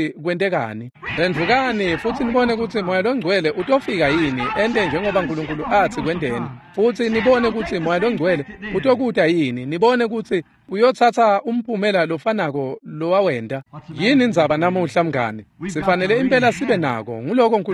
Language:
Swati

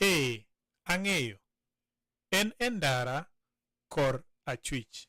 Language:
Luo (Kenya and Tanzania)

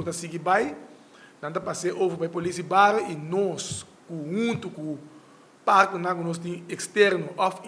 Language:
Papiamento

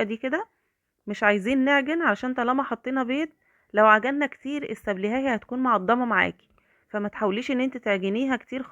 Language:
Egyptian Arabic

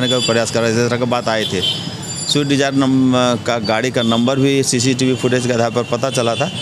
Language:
Hindi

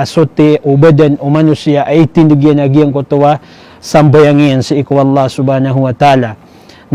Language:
Maranao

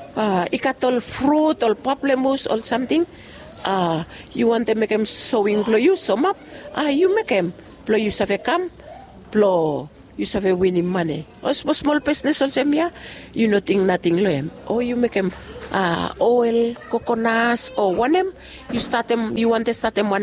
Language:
Bislama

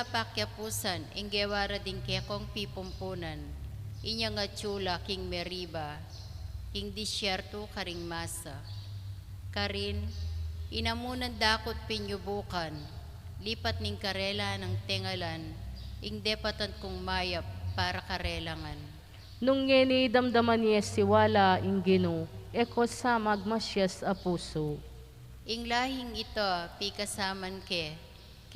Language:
Pampanga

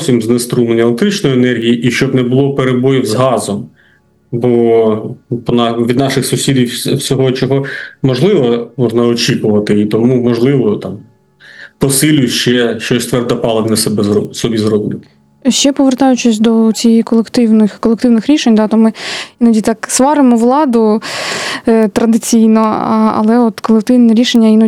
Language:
Ukrainian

